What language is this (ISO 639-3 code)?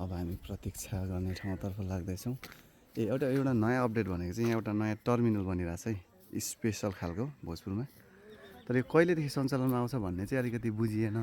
nep